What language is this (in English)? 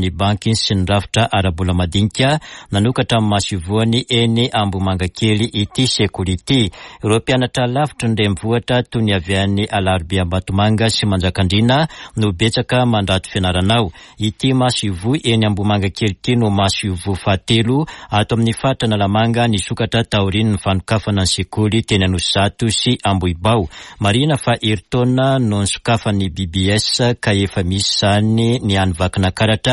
Malagasy